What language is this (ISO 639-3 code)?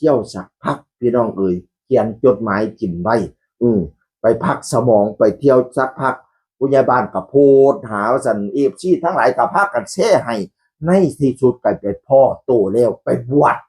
tts